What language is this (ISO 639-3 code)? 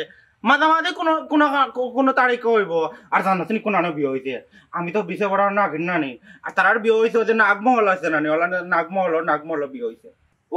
syl